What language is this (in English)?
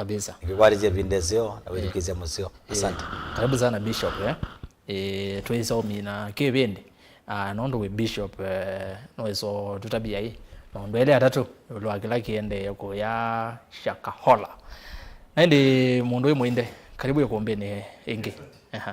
Kamba